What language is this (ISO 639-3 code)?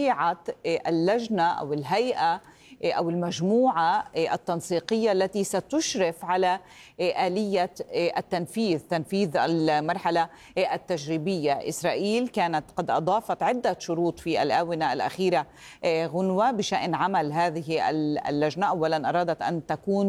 ara